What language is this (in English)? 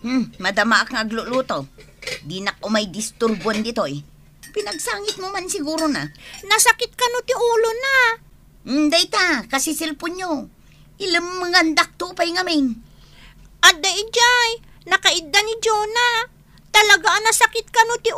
Iloko